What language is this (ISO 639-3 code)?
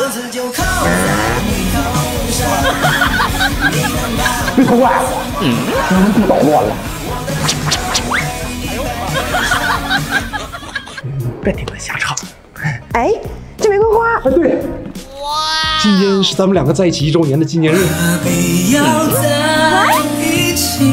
zho